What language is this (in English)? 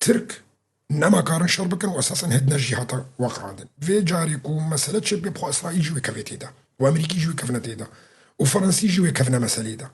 Kurdish